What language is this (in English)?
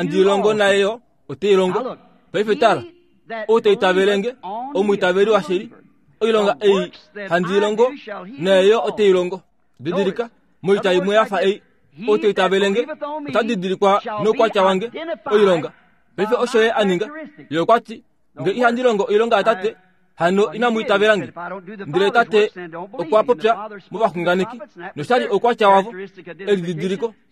Kuanyama